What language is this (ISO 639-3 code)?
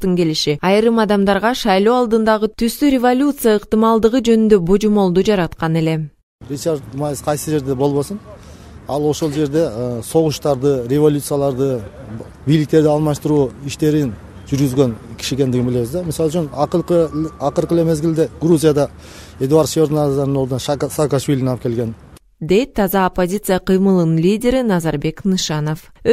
kir